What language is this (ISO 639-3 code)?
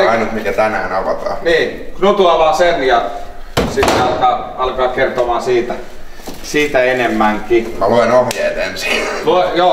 fin